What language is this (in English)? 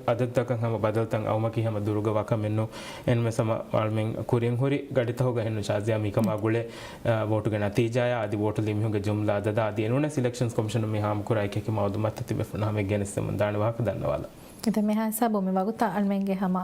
Divehi